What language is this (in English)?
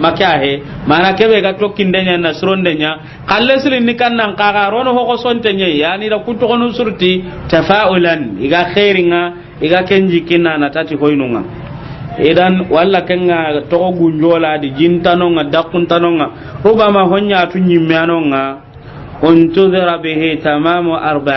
Soninke